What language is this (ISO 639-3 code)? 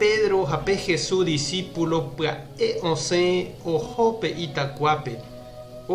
grn